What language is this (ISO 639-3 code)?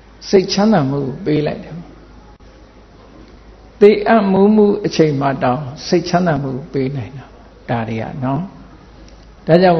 mya